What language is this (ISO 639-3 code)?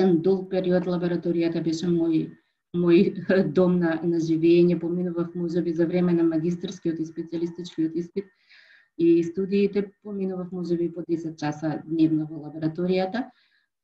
mkd